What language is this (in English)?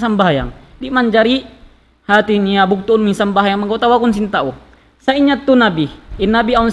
Tausug